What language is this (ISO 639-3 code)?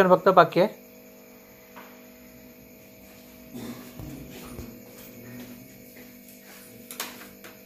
mar